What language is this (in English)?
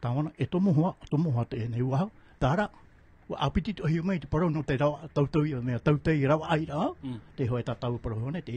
Tahitian